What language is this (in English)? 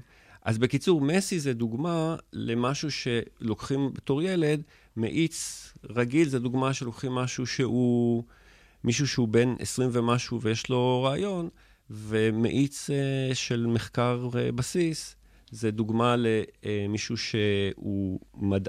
Hebrew